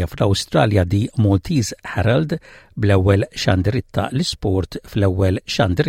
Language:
Maltese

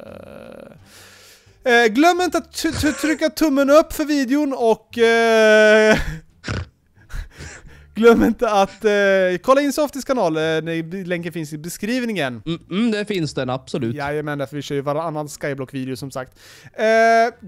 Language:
Swedish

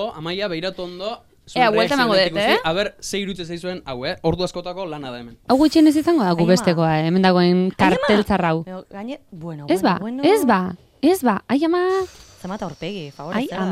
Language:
Basque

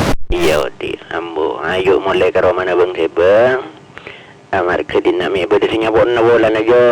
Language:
Madurese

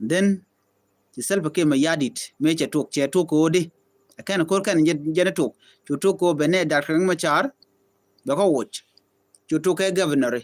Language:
Nuer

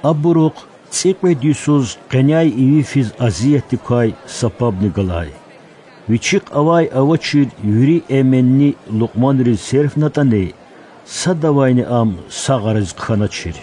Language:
Lezghian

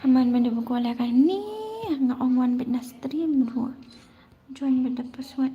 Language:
Khasi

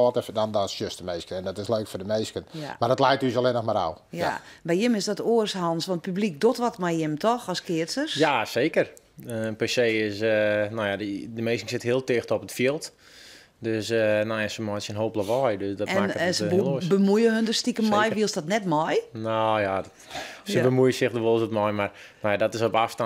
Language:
Western Frisian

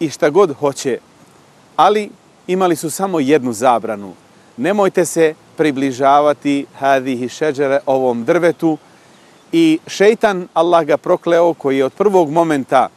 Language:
Bosnian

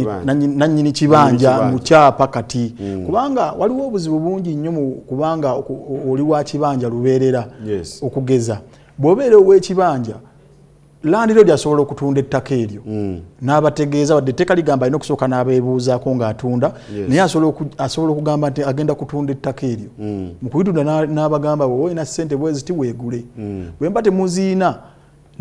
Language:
Ganda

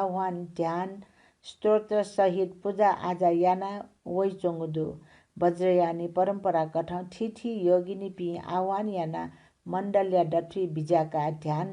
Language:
Newari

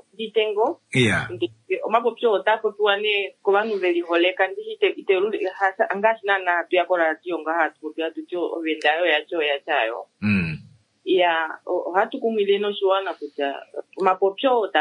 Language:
Kuanyama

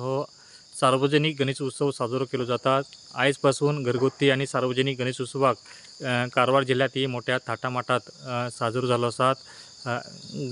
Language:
Konkani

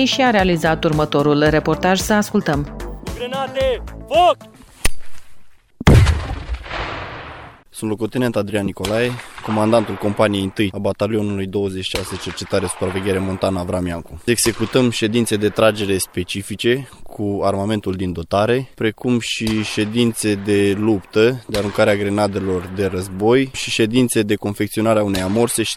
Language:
Romanian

